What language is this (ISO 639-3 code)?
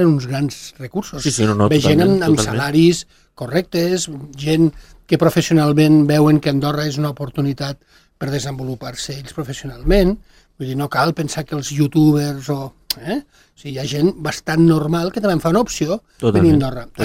cat